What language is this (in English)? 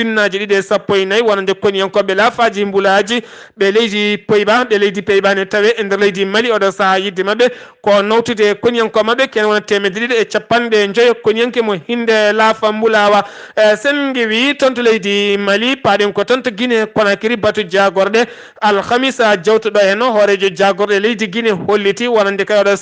Fula